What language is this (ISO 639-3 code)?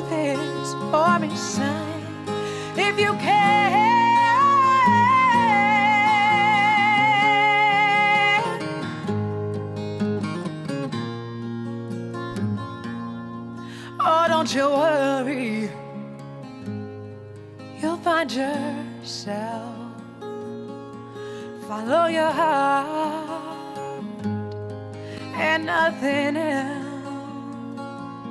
eng